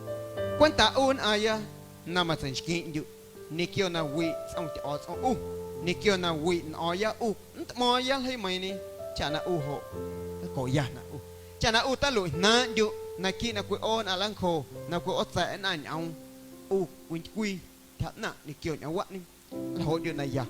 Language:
Guerrero Amuzgo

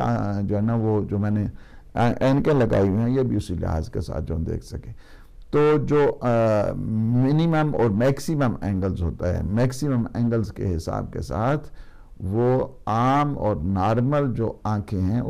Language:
Urdu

